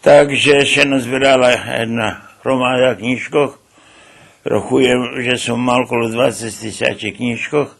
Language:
Rusyn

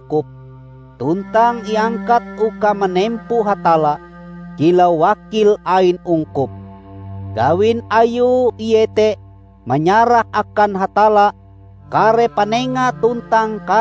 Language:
Ngaju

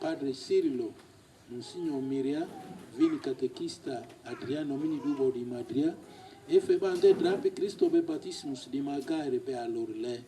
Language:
Lugbara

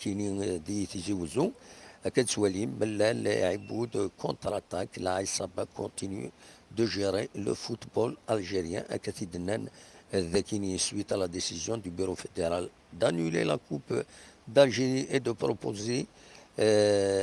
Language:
Kabyle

